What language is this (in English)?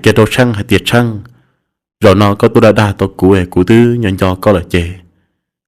Hmong